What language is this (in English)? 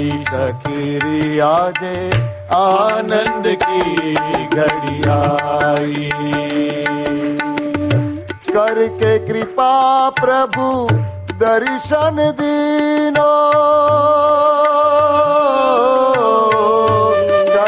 Gujarati